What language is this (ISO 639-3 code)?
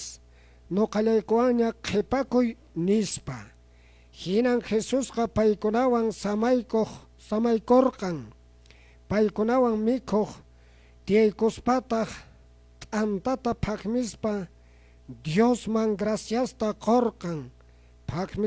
que